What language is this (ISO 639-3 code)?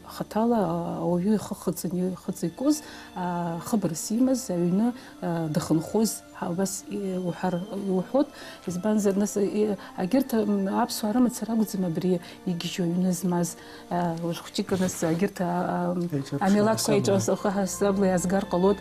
abk